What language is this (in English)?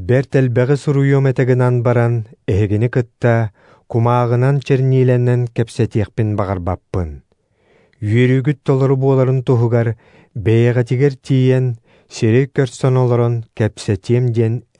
Yakut